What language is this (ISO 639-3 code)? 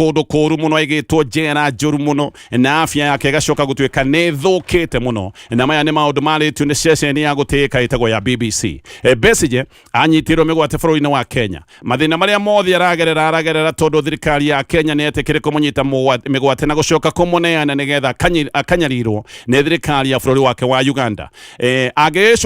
kik